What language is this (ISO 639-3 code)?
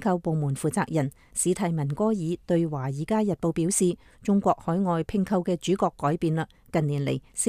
yue